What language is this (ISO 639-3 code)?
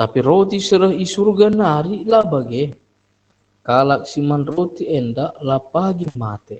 btx